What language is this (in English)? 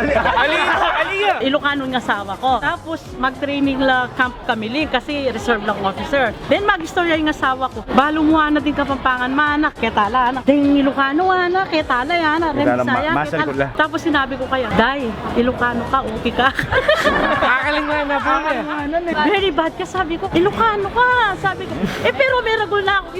Pampanga